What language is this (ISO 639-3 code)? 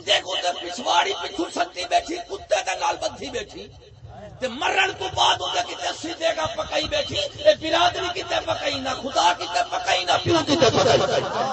skr